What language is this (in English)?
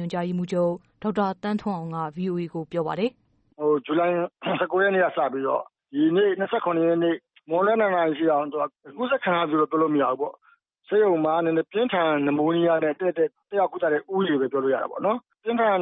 Burmese